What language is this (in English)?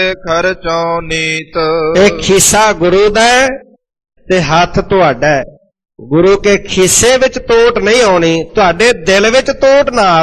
Punjabi